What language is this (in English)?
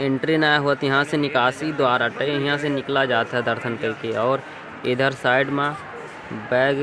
Awadhi